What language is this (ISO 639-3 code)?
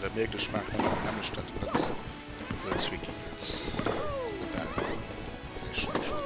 ltz